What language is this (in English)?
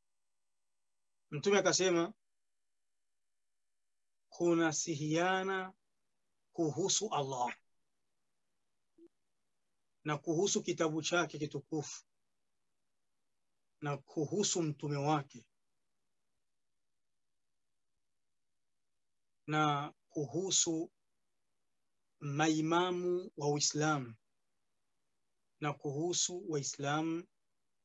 Swahili